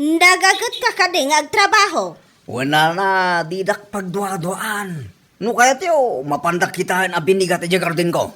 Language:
Iloko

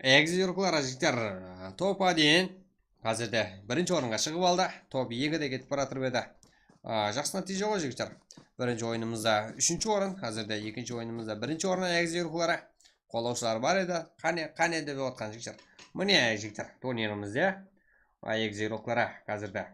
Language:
Kara-Kalpak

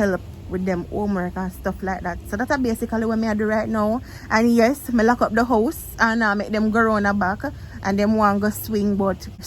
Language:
Jamaican Creole English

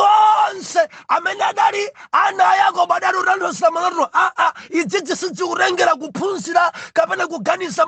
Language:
Nyanja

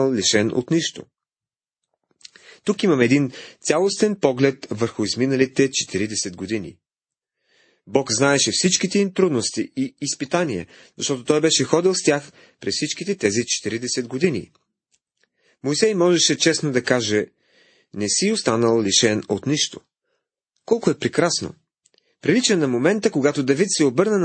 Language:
Bulgarian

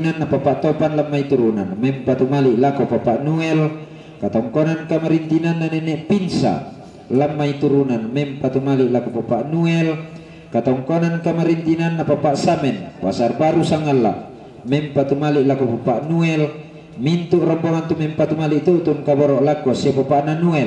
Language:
Toraja-Sa'dan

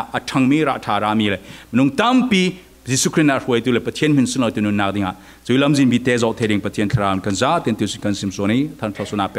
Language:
Falam Chin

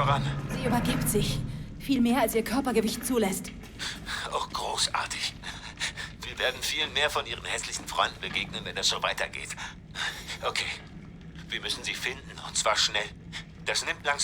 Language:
Bavarian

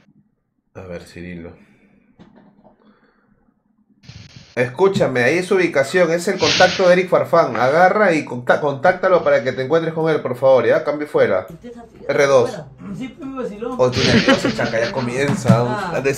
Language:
Spanish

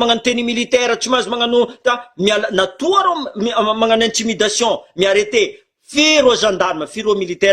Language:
Malagasy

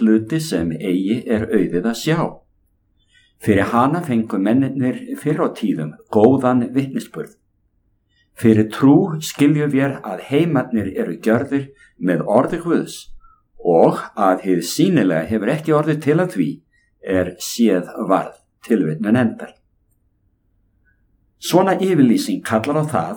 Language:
Icelandic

